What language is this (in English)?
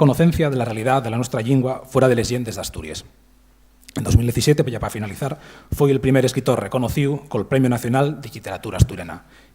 Asturian